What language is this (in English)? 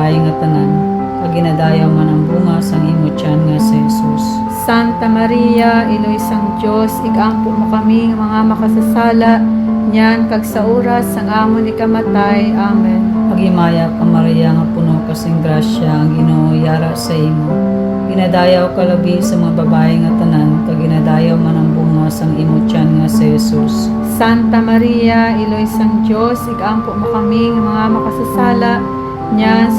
Hiligaynon